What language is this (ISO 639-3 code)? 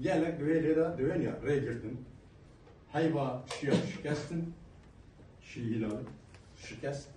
kur